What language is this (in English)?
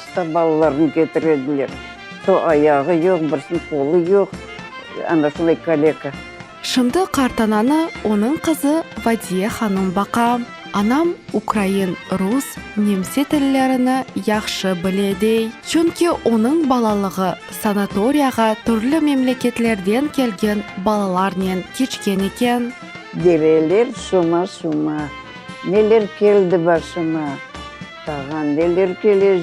Crimean Tatar